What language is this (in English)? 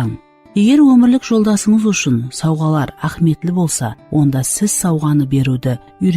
Kara-Kalpak